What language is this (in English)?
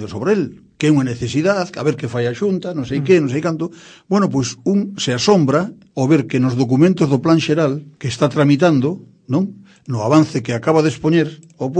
Galician